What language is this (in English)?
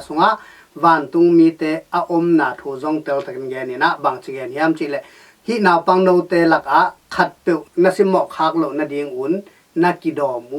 Tedim Chin